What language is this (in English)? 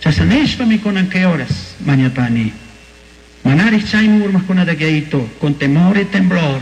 Chimborazo Highland Quichua